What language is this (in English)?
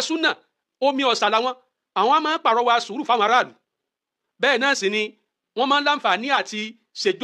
Yoruba